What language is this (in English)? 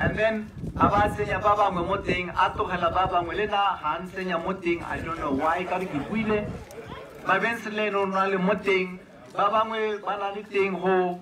Tswana